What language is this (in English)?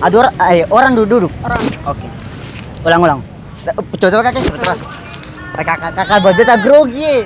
Ambonese Malay